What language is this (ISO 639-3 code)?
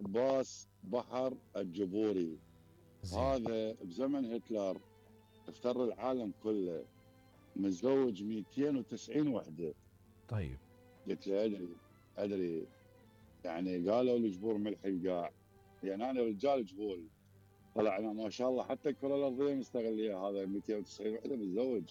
acm